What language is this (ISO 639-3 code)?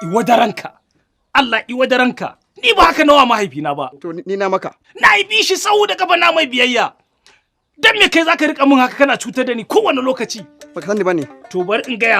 hau